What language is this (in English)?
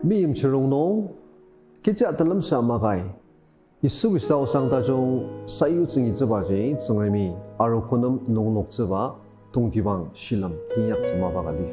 Ao Naga